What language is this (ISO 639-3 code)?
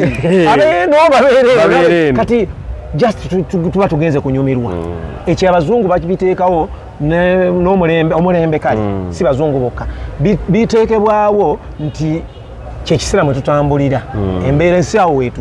lug